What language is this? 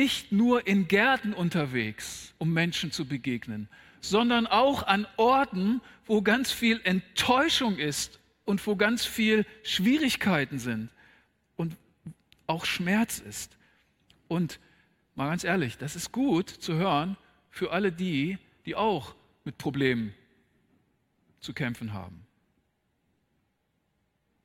German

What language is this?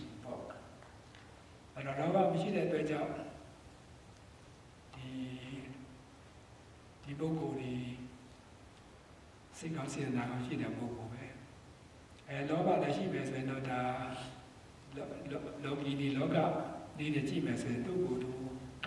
Burmese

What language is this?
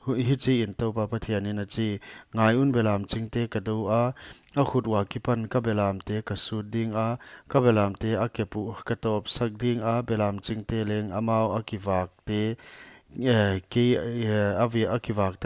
Paite Chin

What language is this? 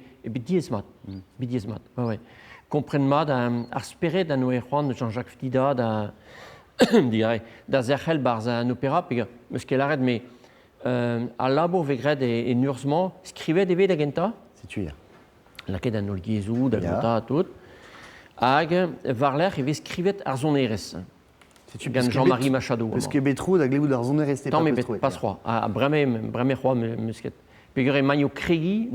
Breton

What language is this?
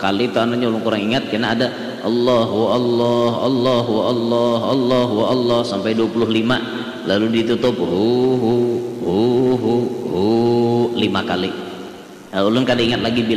Banjar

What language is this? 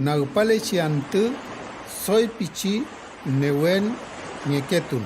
Mapuche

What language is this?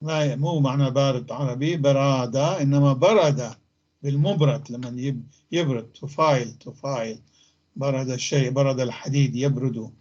North Levantine Arabic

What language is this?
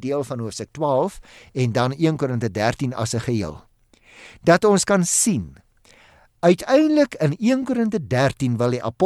Afrikaans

